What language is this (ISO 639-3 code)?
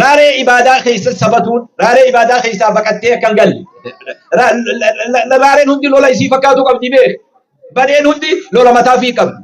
orm